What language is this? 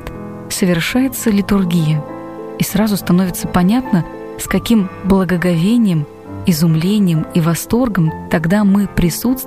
Russian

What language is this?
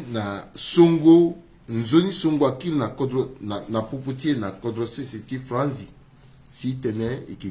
Sango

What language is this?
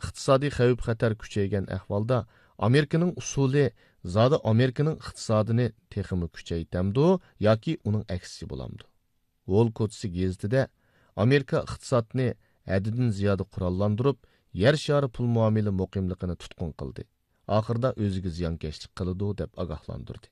Uyghur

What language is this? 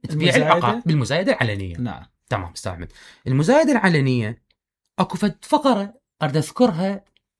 Mesopotamian Arabic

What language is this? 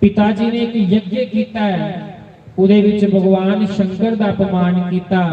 Dogri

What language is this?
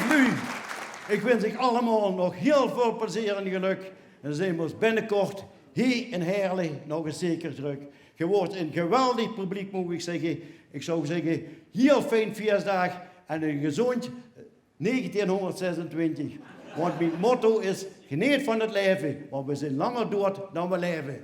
Limburgish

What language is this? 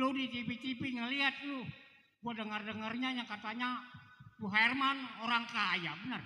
Betawi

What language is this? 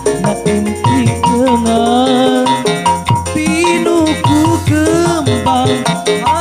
Sundanese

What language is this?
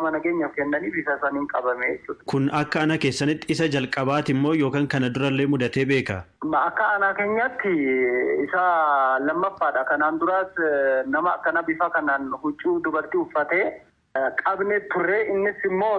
Oromo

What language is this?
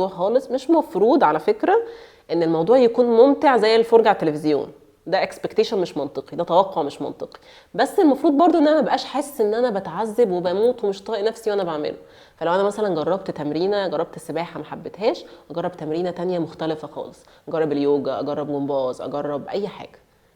Egyptian Arabic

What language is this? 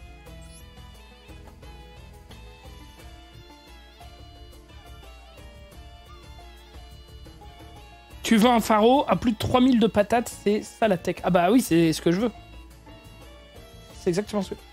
French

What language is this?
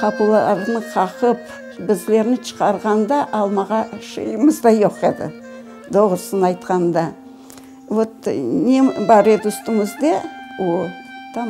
Crimean Tatar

